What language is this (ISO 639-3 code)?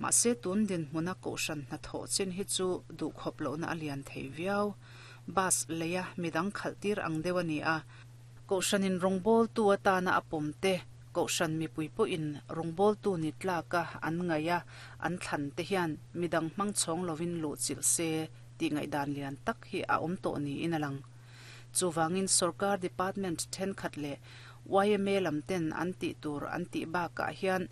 lus